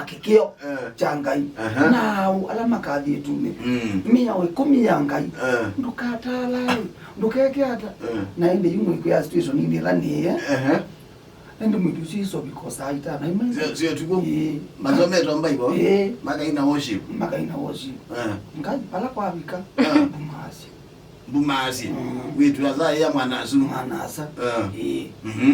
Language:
Kamba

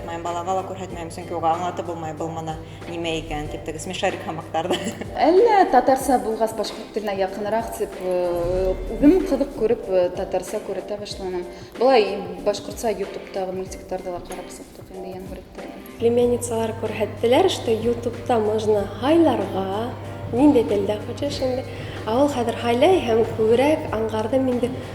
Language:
Bashkir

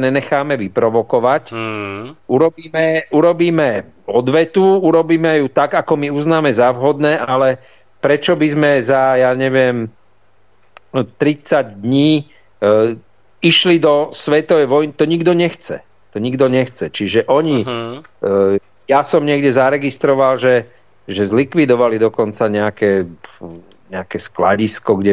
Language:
Slovak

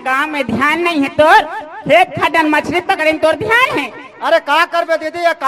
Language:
Chhattisgarhi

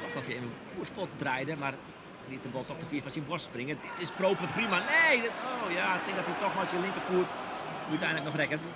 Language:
Western Frisian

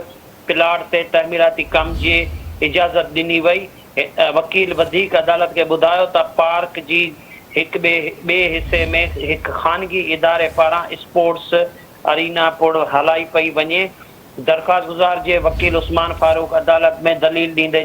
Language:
Sindhi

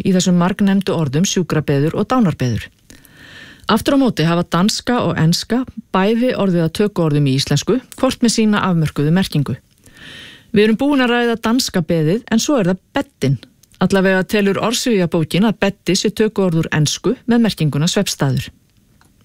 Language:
Icelandic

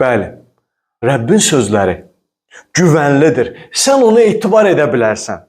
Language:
Azerbaijani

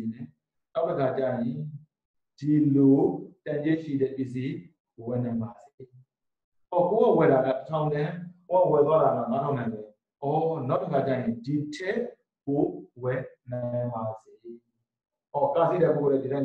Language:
Burmese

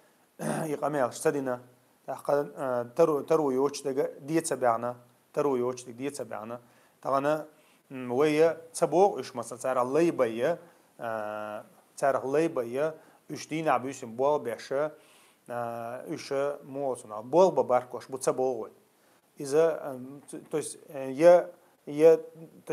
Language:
Chechen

